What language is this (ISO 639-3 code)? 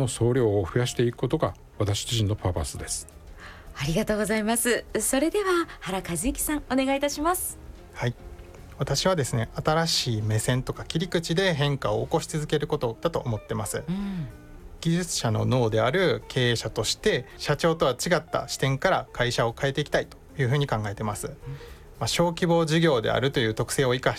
jpn